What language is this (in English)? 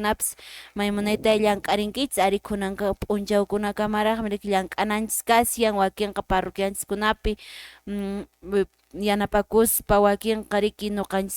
Quechua